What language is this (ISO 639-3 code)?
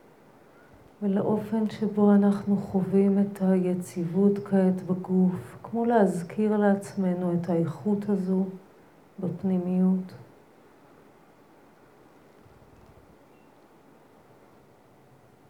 heb